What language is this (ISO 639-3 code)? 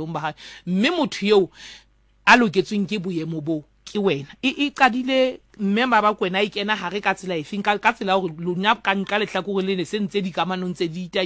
sot